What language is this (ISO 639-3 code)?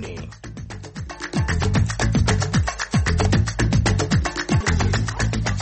swa